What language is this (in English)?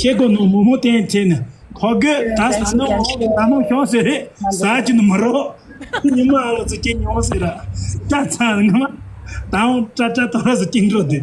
Tibetan